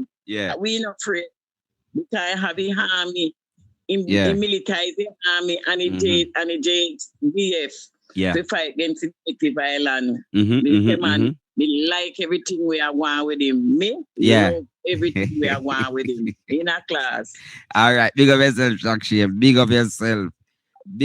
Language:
Jamaican Creole English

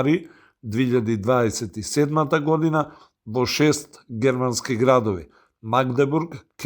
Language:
Macedonian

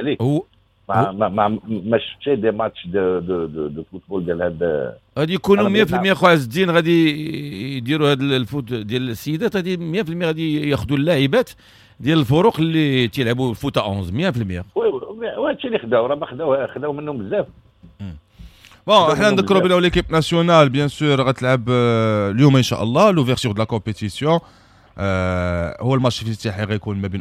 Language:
Moroccan Arabic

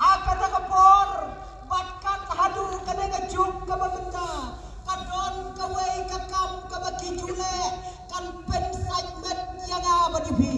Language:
Khasi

